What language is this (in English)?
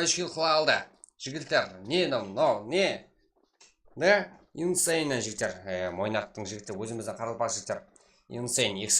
Kara-Kalpak